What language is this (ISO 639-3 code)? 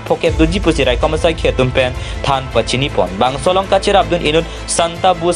mjw